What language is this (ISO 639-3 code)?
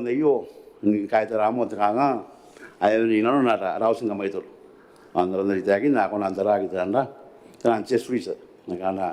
gil